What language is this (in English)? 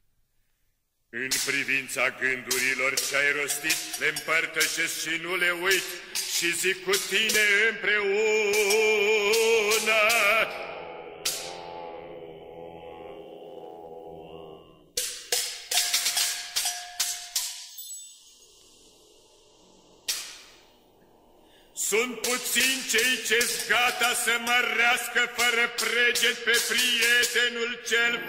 Romanian